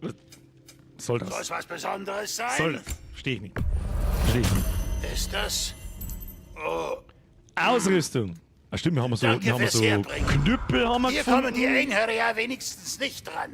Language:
Bavarian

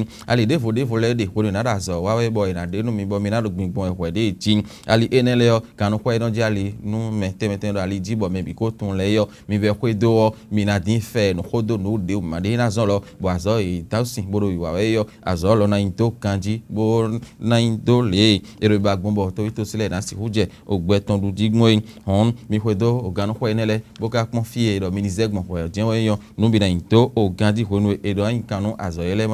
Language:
Fon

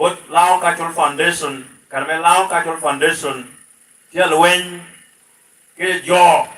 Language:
Lango (Uganda)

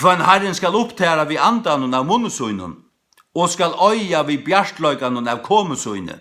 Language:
Faroese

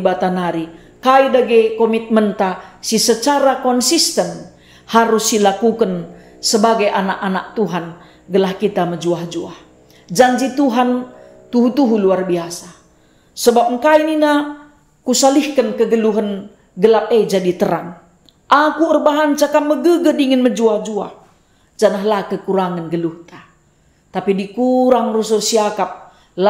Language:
Batak Karo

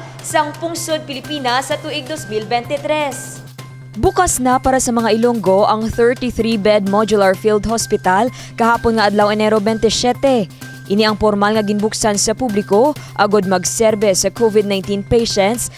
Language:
Hiligaynon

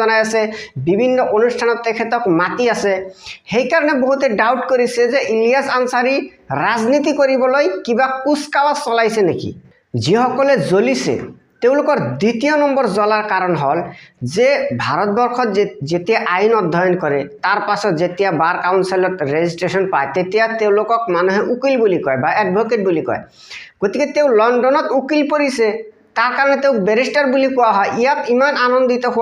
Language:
Assamese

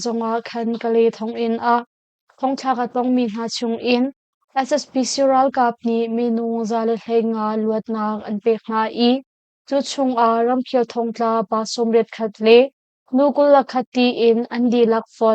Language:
Hakha Chin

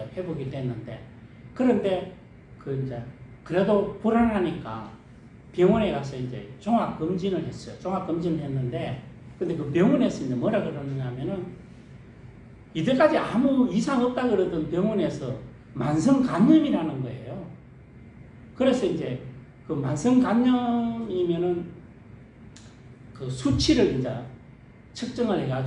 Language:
Korean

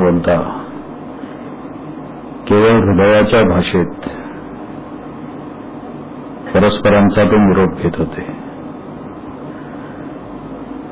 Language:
Marathi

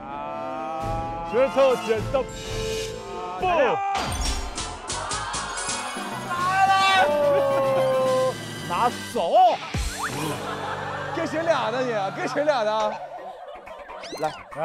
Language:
Chinese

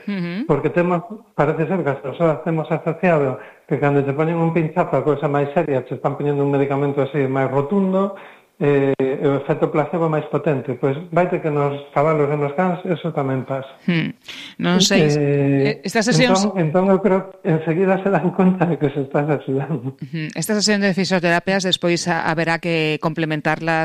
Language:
Galician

